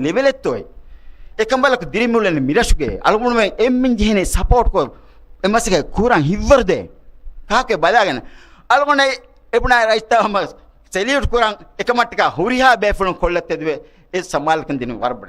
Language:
Divehi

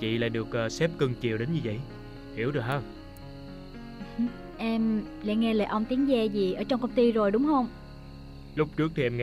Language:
Vietnamese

